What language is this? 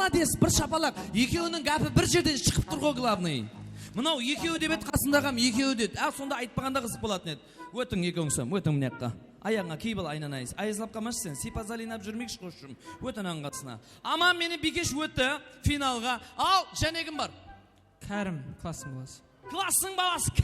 Kara-Kalpak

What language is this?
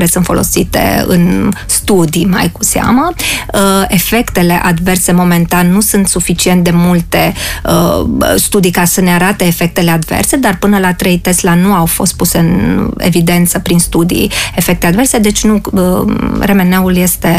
Romanian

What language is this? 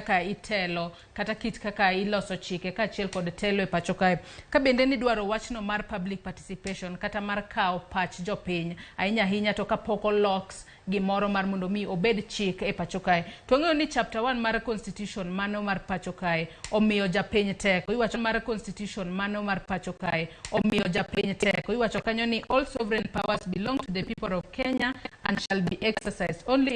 Luo (Kenya and Tanzania)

